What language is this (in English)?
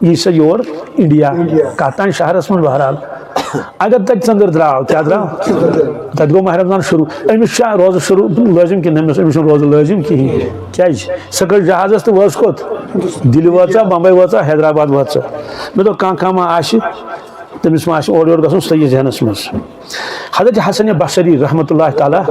Kashmiri